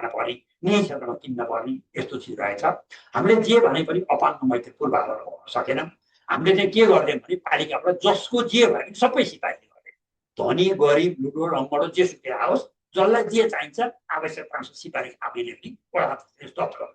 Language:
Nepali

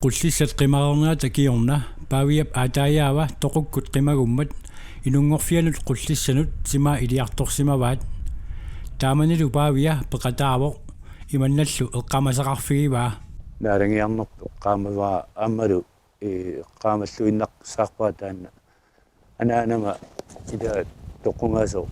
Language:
Kalaallisut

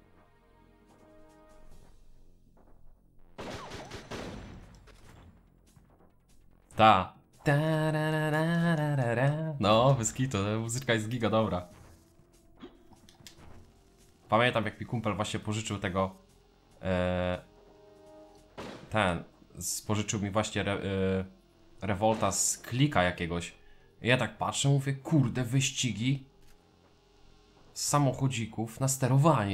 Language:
Polish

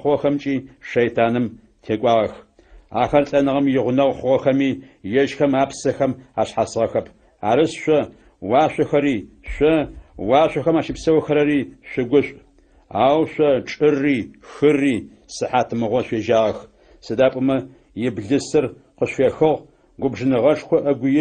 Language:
Adyghe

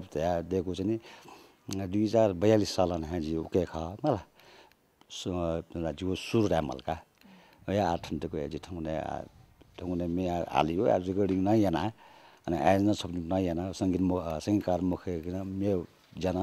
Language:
Newari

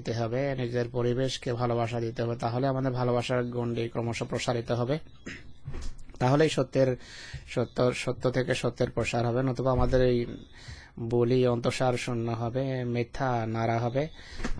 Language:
Bangla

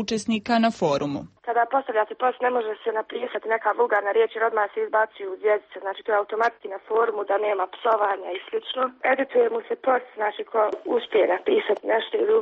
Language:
Serbian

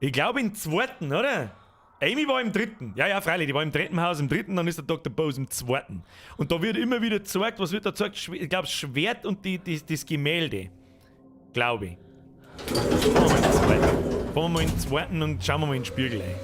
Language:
Bavarian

